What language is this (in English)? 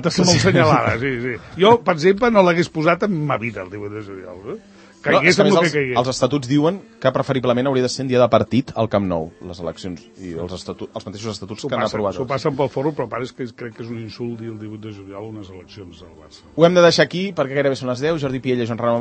Catalan